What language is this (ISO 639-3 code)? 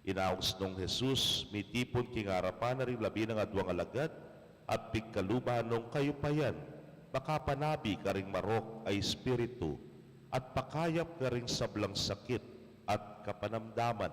pam